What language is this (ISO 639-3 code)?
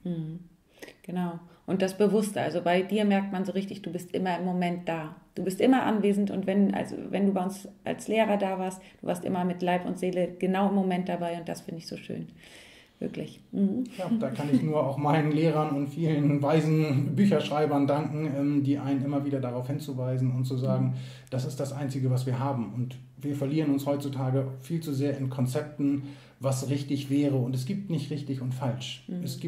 deu